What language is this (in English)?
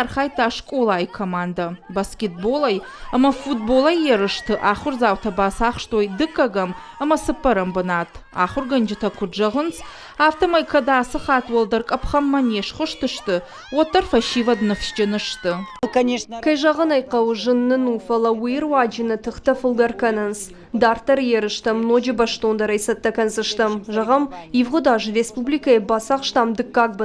Ossetic